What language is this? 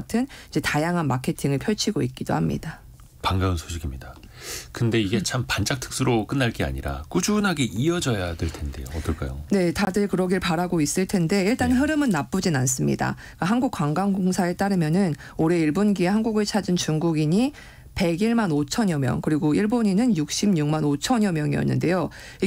Korean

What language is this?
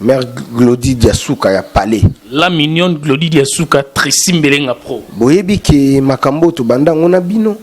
Lingala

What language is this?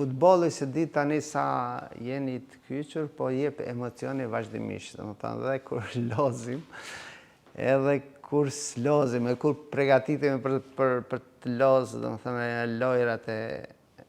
Albanian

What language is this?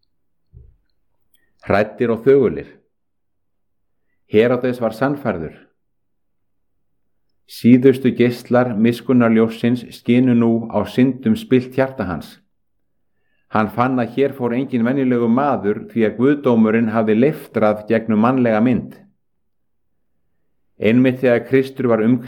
Icelandic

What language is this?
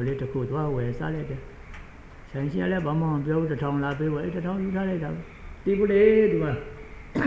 Burmese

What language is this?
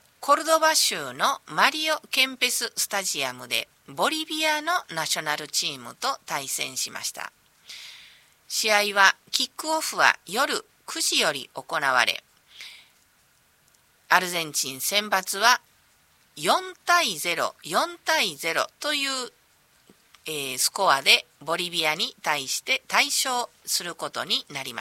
Japanese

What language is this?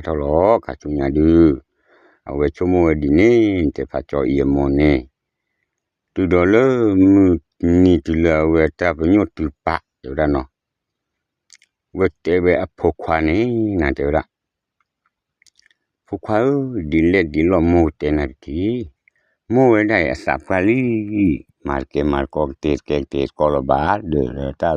S'gaw Karen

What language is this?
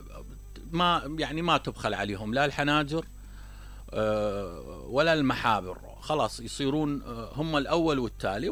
Mesopotamian Arabic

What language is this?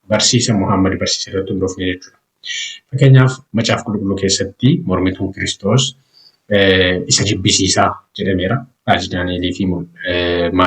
Oromo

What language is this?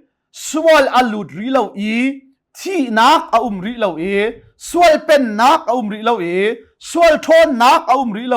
Hakha Chin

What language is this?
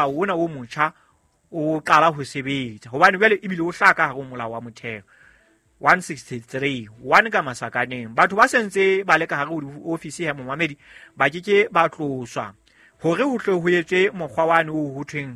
Southern Sotho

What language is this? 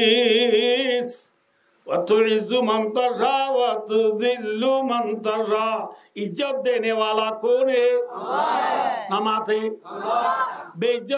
Rohingya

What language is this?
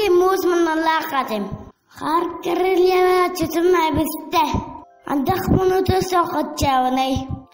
Yakut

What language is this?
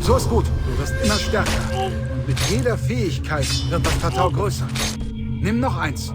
Bavarian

